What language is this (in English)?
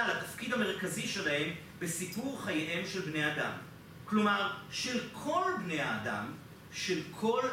Hebrew